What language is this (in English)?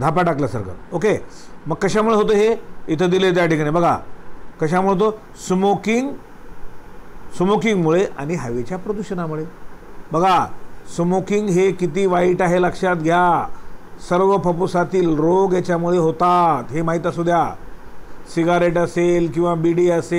Marathi